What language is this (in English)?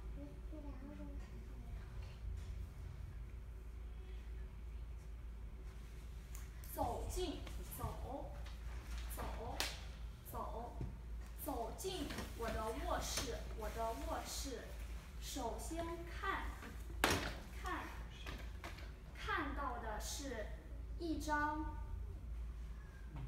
Chinese